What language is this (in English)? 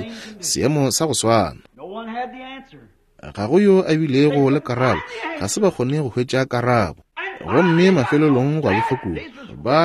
Northern Sotho